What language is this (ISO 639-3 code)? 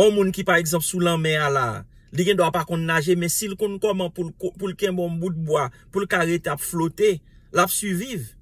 hat